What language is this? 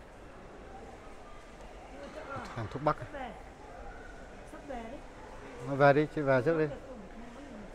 Vietnamese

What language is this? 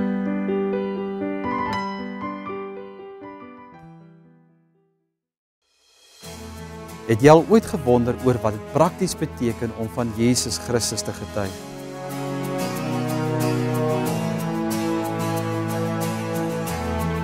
Afrikaans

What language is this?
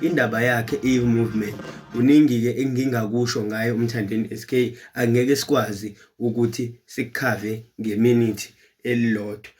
Zulu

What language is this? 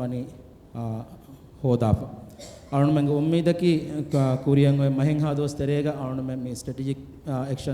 Divehi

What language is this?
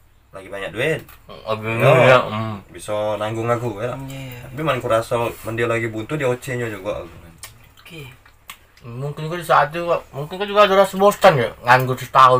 Musi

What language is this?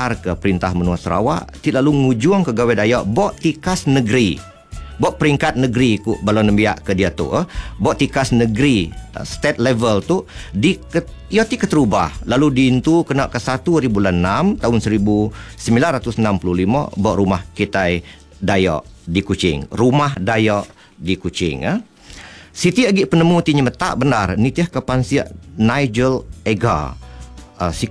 Iban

